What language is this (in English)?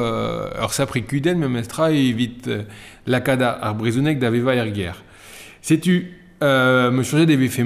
Breton